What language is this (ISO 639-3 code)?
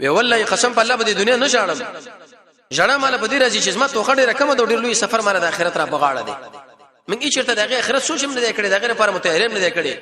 pus